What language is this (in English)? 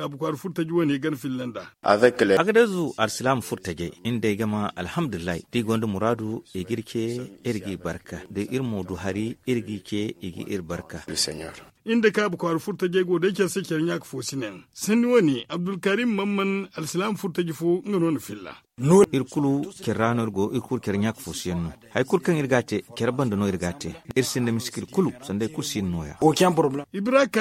Zarma